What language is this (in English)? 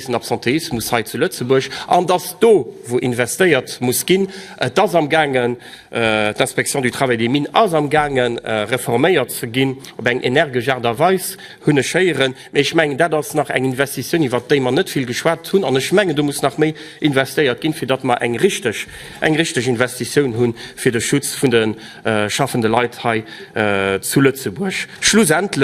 Luxembourgish